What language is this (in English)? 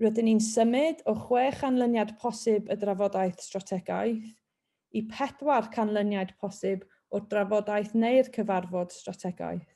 Welsh